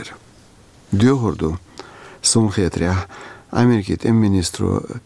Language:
Chechen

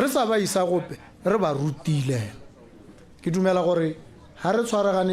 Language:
Tswana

